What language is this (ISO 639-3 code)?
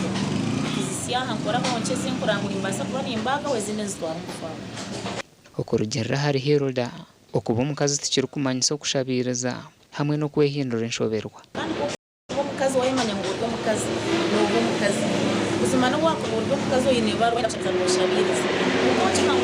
nyn